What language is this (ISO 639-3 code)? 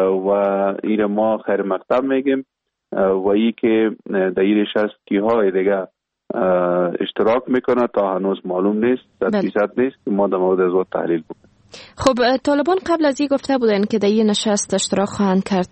fas